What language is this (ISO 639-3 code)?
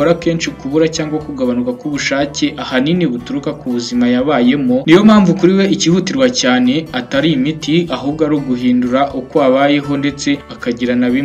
kin